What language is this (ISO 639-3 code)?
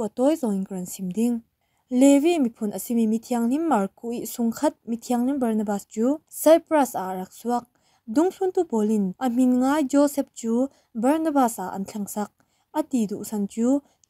cfm